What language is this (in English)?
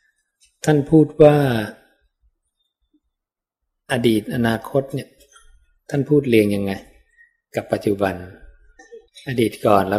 Thai